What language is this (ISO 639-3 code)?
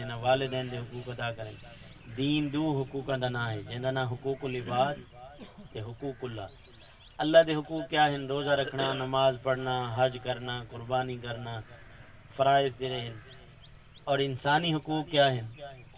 skr